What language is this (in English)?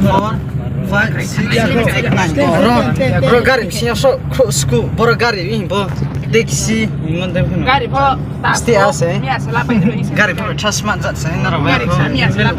Riang (India)